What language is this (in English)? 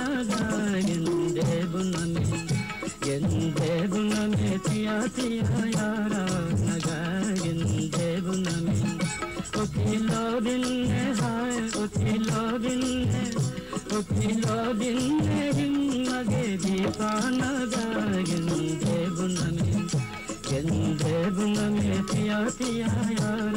Divehi